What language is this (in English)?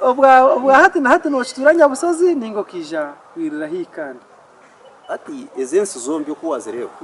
Nyankole